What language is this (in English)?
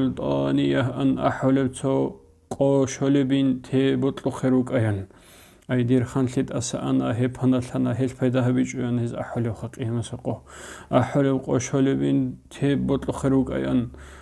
Avaric